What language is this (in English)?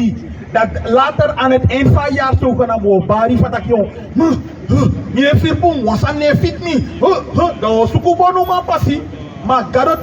Sranan Tongo